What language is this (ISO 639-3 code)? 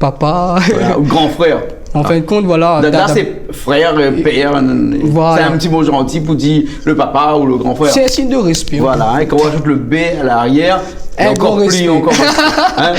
rcf